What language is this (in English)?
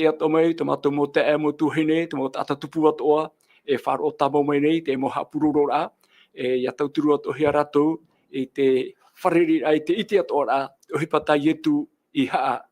Tahitian